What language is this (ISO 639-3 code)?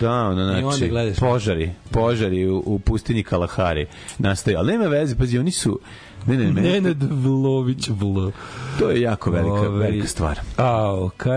srp